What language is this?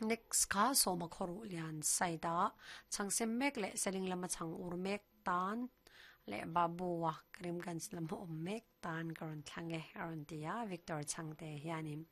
Mizo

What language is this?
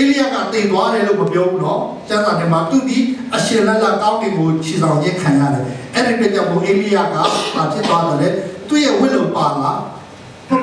Burmese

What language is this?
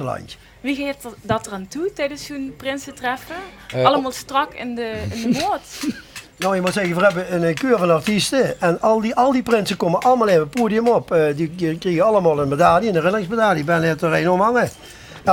Limburgish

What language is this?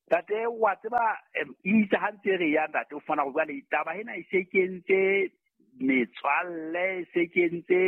Southern Sotho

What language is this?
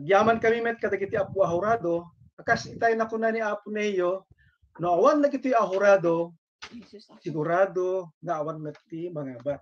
Iloko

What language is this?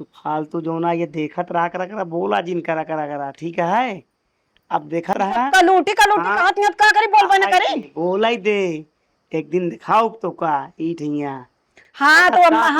Awadhi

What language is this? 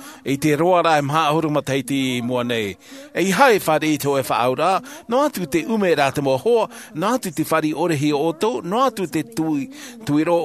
Tahitian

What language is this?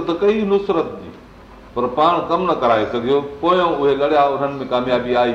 Sindhi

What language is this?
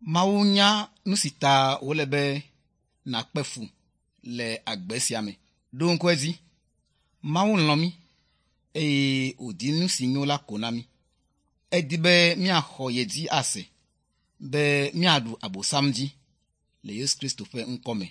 Ewe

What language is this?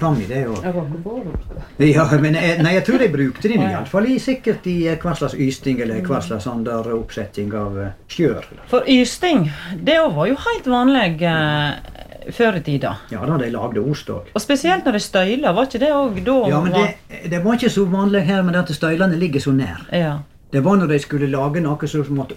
Norwegian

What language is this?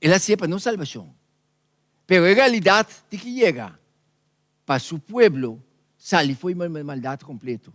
Papiamento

